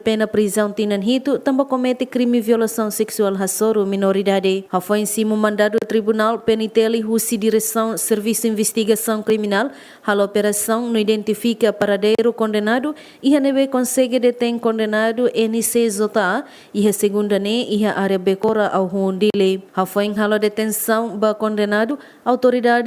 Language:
Tetum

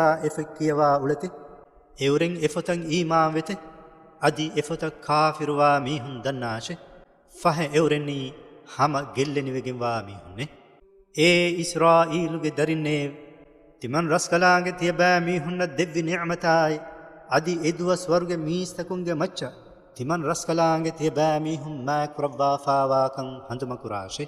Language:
Divehi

